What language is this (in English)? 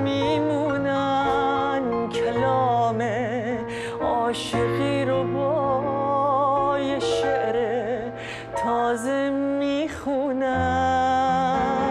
Persian